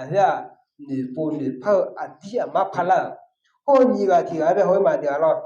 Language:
Akha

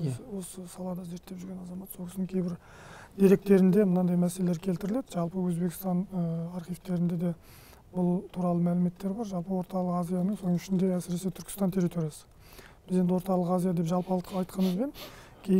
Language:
Kazakh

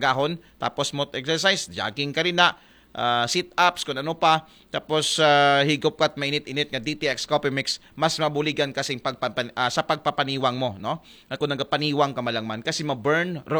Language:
Aklanon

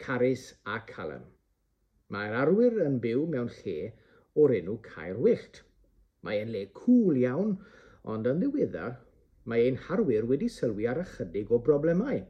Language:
Welsh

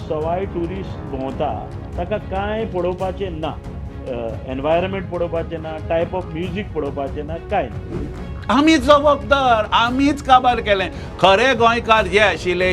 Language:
Konkani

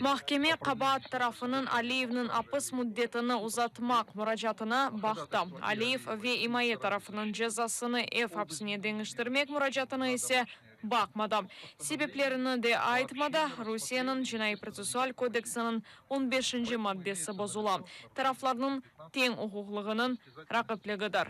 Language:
Crimean Tatar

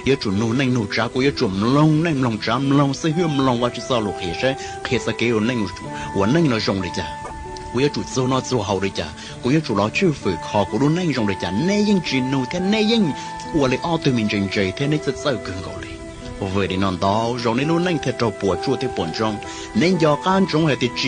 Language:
Hmong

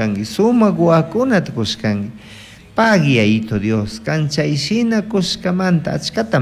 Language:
Chimborazo Highland Quichua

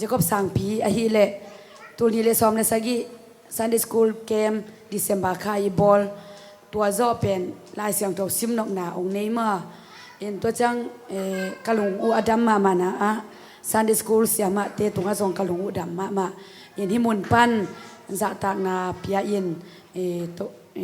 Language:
Tedim Chin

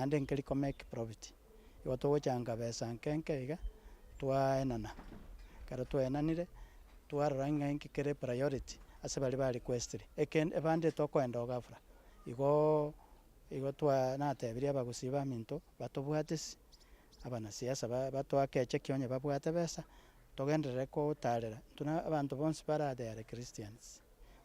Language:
Gusii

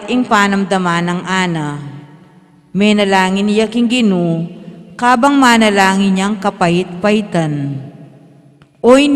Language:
Pampanga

